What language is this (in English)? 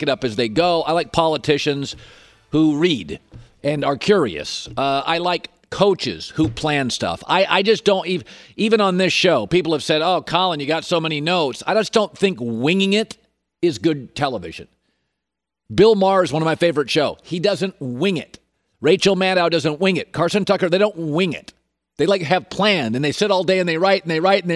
English